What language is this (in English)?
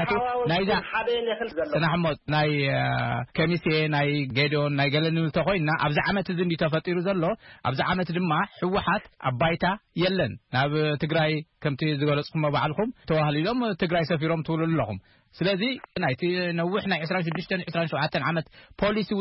Tigrinya